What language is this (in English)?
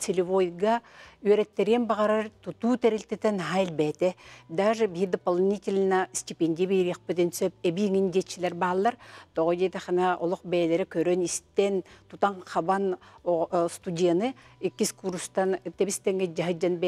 Yakut